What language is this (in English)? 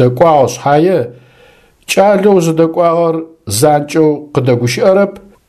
Adyghe